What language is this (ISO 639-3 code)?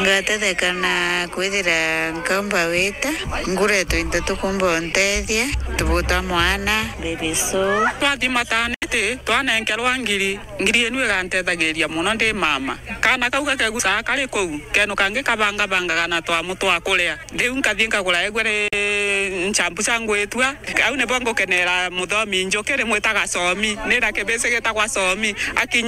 mer